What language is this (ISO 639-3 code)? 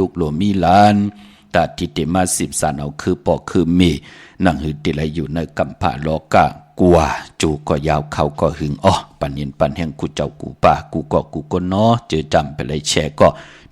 shn